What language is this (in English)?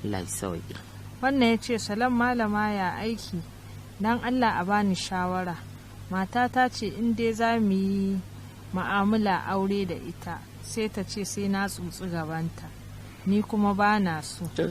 Hausa